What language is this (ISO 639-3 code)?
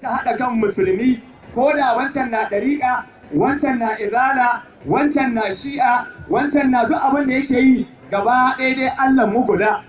hau